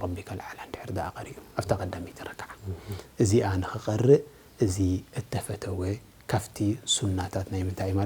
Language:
Tigrinya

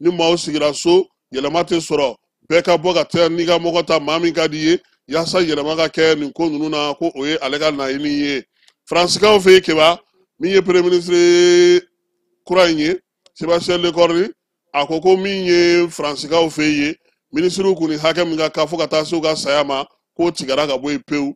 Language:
Bambara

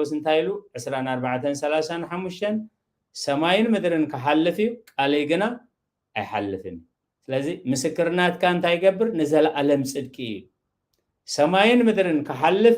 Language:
Tigrinya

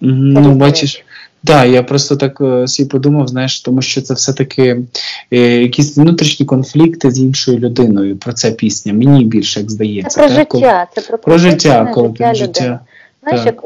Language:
Ukrainian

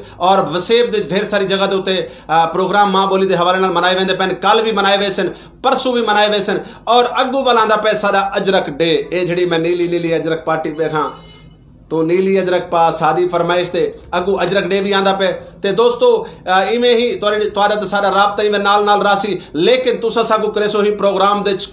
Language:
Saraiki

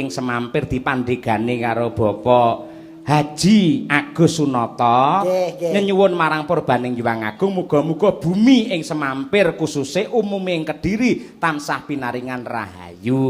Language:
Javanese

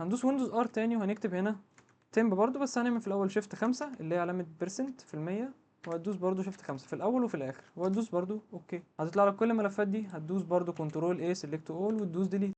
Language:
Egyptian Arabic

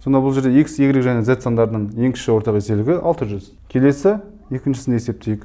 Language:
Kazakh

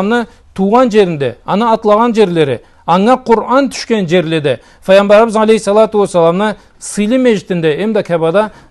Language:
Karachay-Balkar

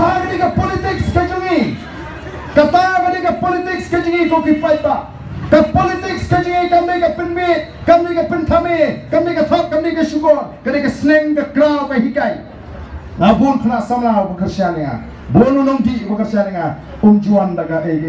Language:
Khasi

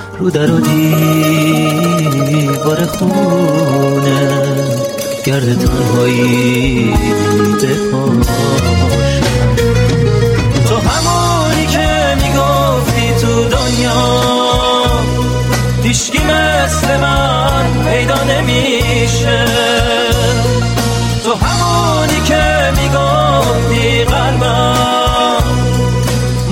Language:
Persian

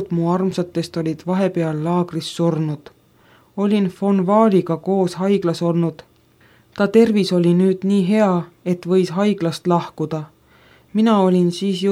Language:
Estonian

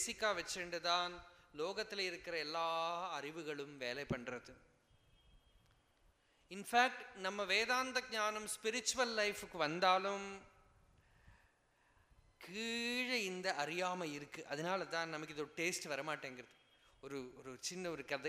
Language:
Tamil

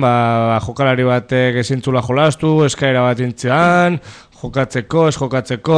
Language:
Basque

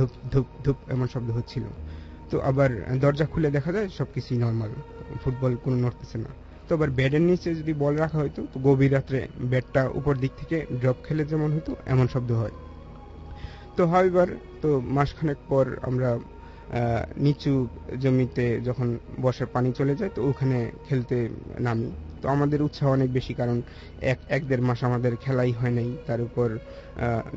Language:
Bangla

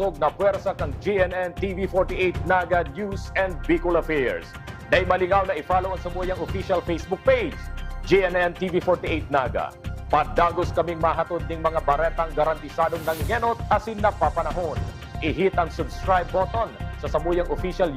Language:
Bikol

